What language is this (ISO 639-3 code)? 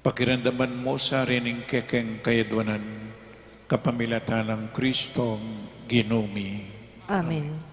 pam